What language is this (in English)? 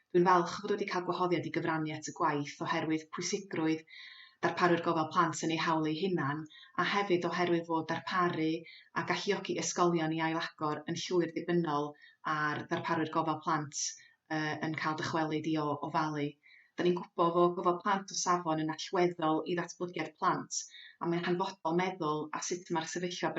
Welsh